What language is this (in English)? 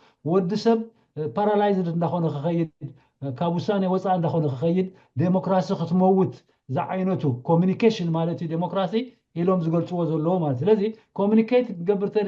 Tigrinya